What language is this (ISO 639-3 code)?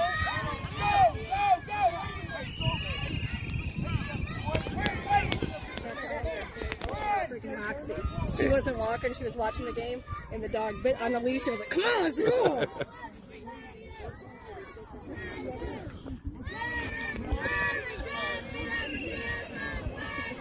eng